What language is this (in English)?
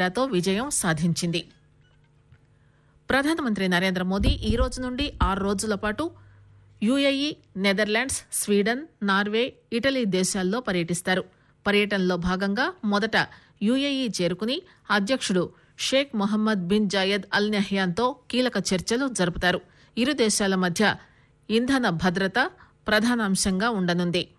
Telugu